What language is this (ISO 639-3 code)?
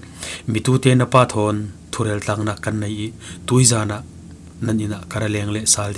cfm